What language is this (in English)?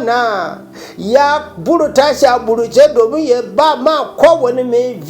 Hausa